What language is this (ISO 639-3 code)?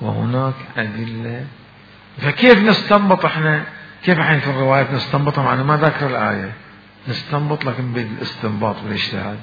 acm